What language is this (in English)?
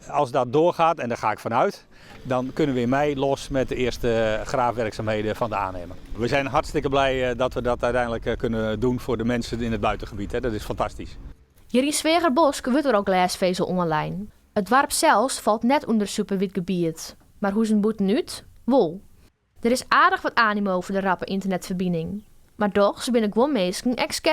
Western Frisian